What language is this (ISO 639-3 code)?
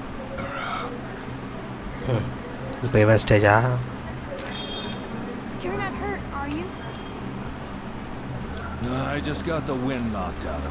tam